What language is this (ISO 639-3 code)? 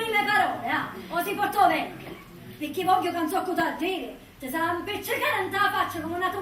scn